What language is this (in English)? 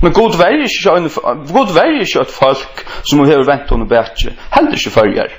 Faroese